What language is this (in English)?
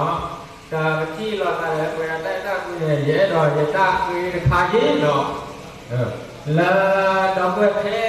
S'gaw Karen